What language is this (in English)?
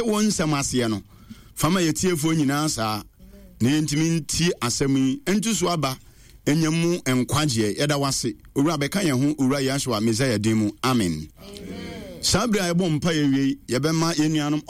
Akan